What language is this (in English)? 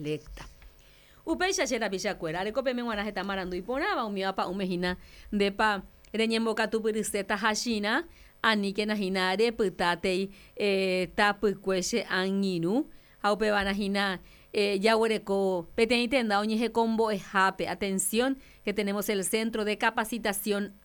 Guarani